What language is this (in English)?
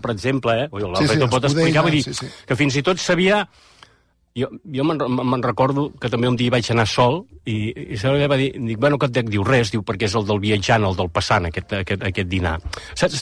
Catalan